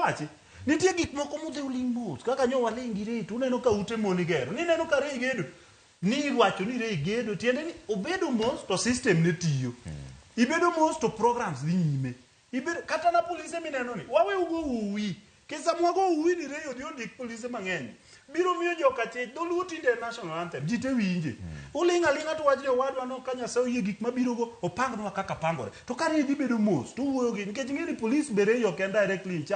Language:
Luo (Kenya and Tanzania)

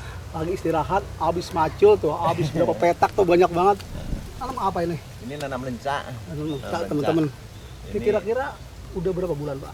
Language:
Betawi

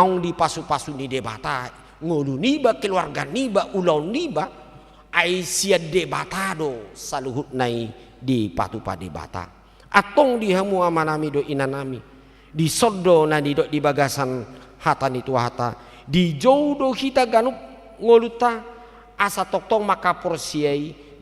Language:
Batak Toba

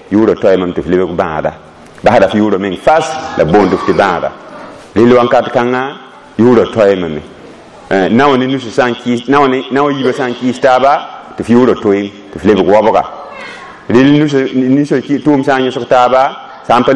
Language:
Mossi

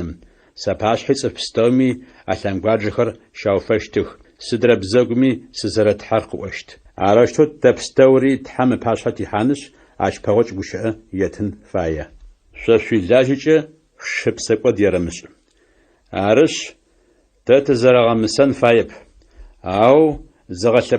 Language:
Adyghe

